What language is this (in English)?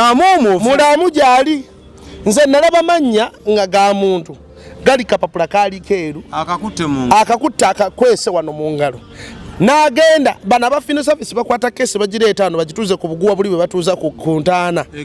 Ganda